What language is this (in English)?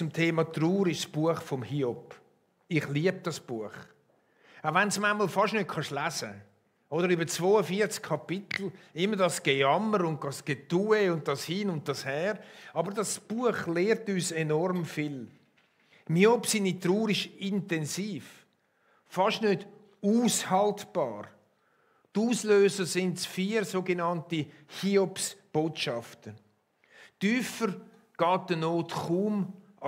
Swiss German